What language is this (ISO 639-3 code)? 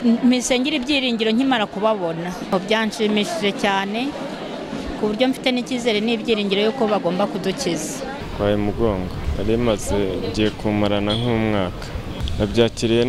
kin